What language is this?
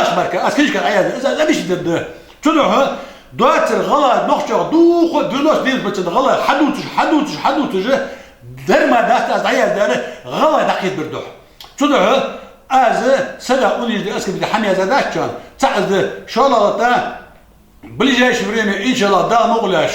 Ingush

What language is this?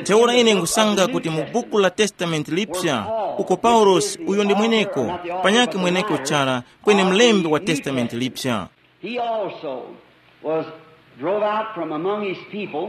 Tumbuka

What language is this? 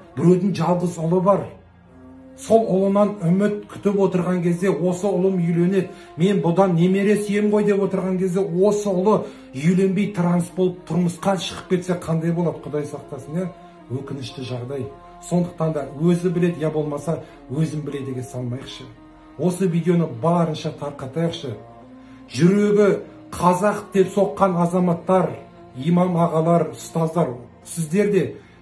Kazakh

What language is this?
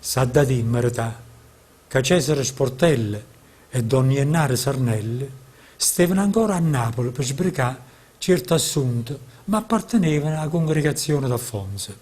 Neapolitan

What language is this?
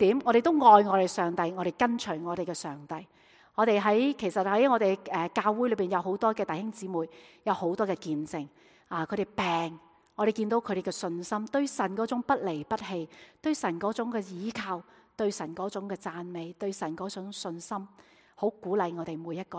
Cantonese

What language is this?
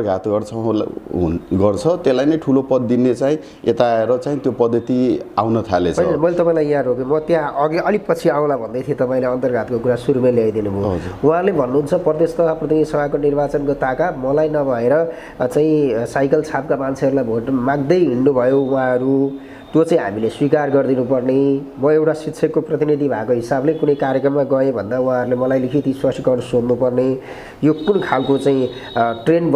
Nepali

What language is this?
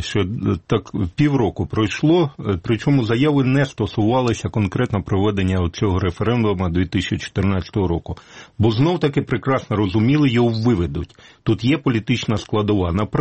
Ukrainian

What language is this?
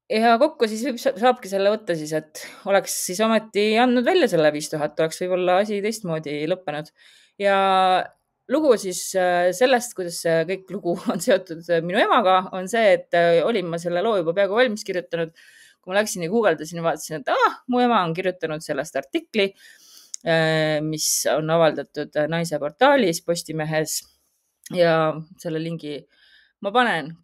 Estonian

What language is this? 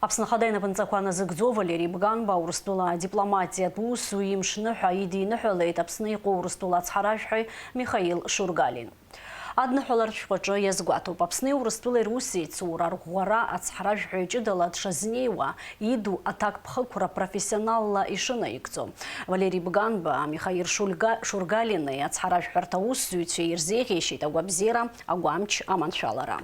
Abkhazian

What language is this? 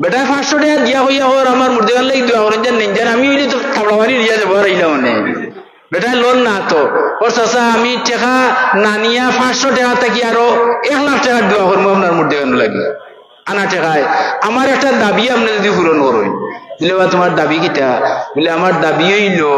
Sylheti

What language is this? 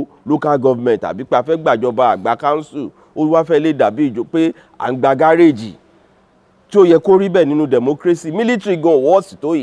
Yoruba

